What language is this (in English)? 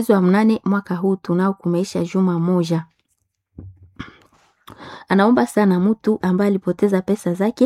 Swahili